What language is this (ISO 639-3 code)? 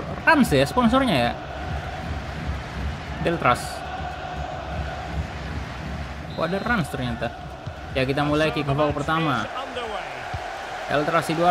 ind